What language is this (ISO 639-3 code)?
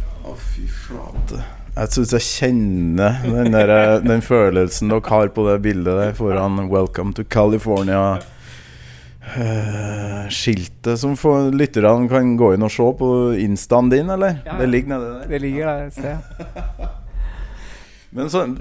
nor